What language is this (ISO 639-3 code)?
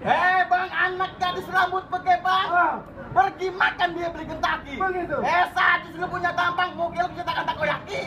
bew